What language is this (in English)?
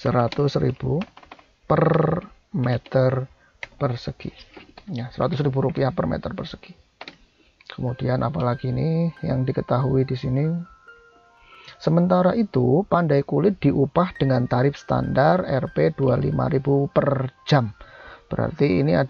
Indonesian